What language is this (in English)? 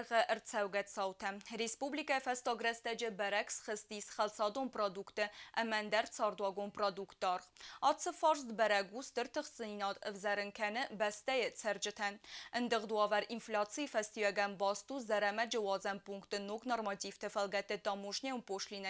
Ossetic